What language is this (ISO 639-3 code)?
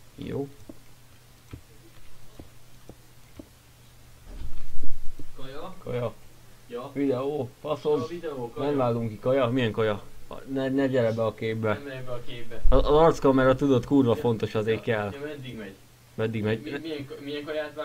hun